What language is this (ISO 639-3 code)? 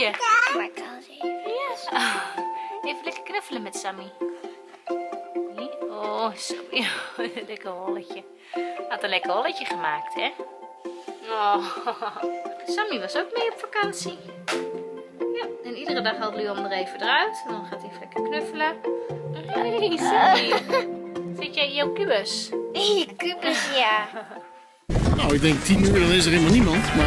nld